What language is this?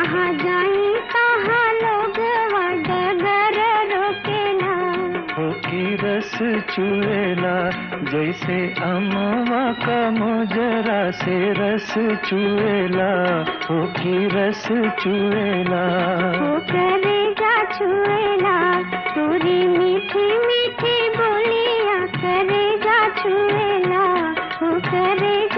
Bhojpuri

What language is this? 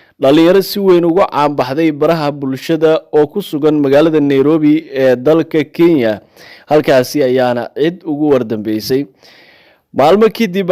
Somali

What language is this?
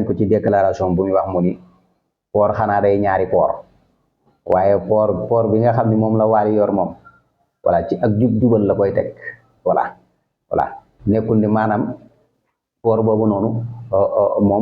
Wolof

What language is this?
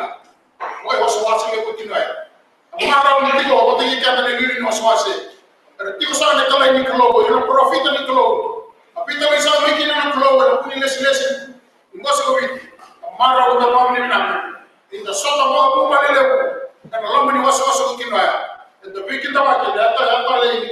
Fijian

